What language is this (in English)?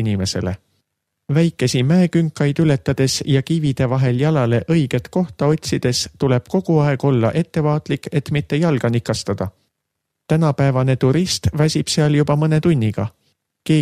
Estonian